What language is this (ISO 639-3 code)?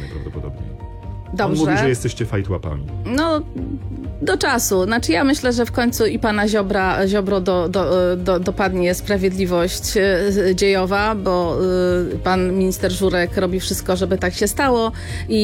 pol